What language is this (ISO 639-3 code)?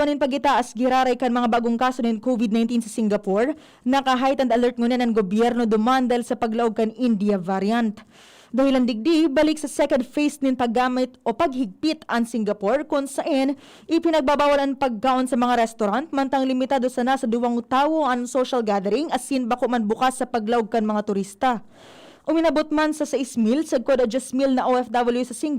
bik